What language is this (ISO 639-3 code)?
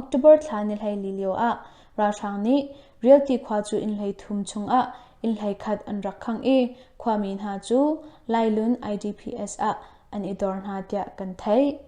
cnh